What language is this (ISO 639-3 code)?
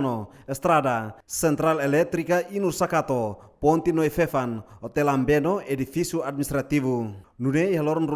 tet